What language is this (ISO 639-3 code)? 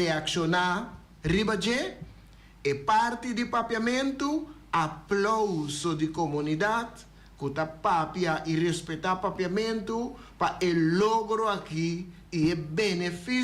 pap